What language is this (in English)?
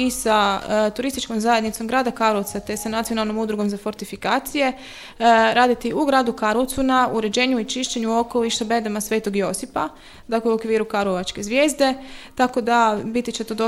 Croatian